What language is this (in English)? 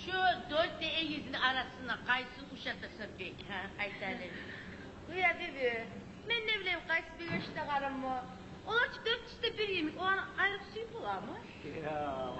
Kumyk